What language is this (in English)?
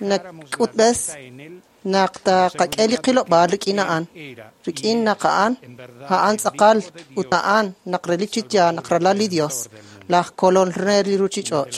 Kekchí